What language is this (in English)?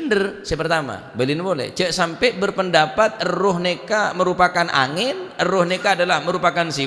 Madurese